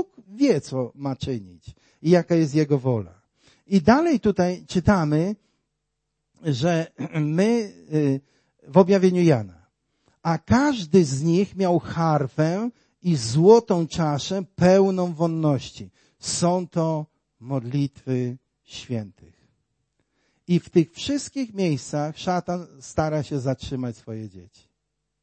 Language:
Polish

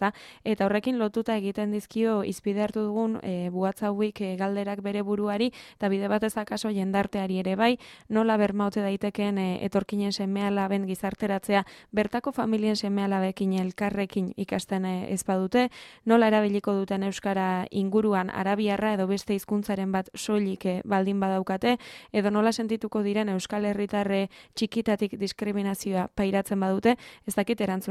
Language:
Basque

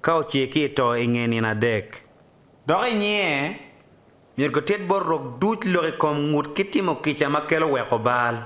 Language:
Acoli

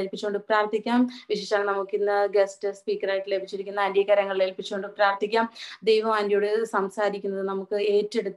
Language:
Malayalam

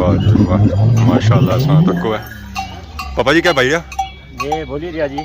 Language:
Pahari-Potwari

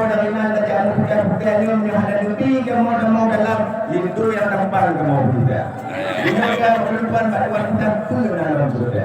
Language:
Achinese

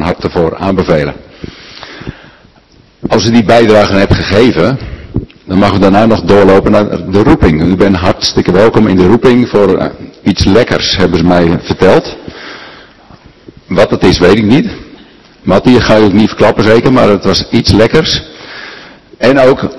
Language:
Dutch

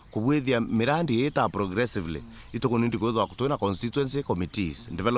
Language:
Meru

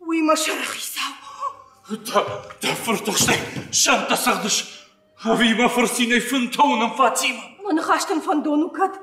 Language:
Ossetic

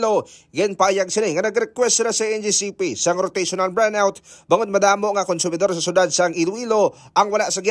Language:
Hiligaynon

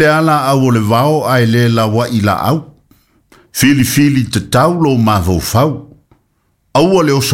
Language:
Samoan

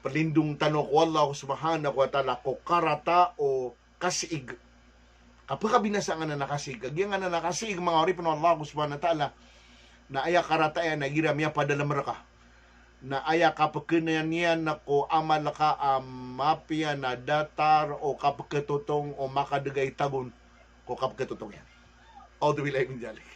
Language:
Maranao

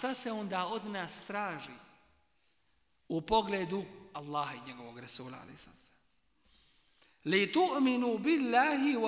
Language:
Bosnian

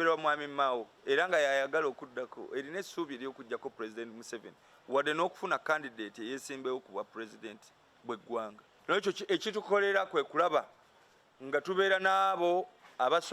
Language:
Ganda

